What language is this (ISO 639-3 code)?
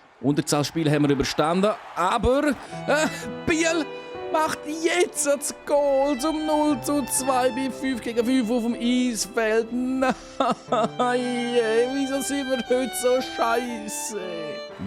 gsw